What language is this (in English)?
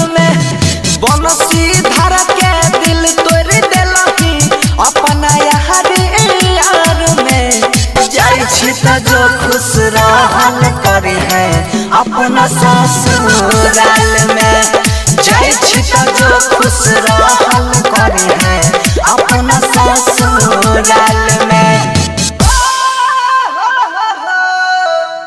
Maithili